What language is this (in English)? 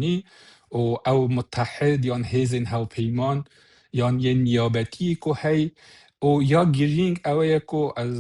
Kurdish